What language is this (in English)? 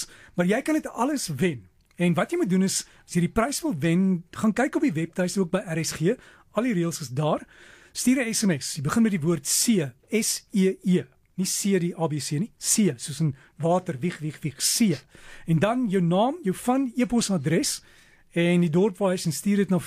Afrikaans